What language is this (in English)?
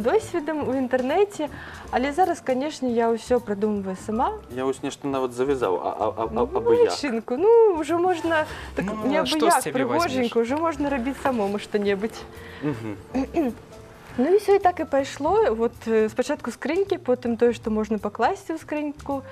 Belarusian